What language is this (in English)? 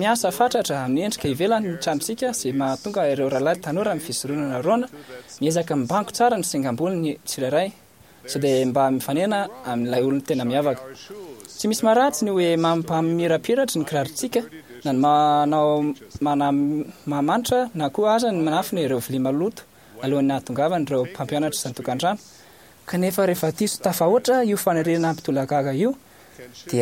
Malagasy